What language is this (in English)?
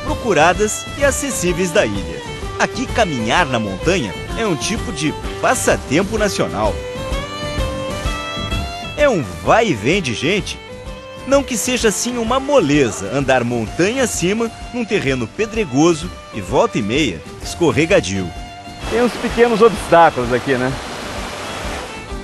Portuguese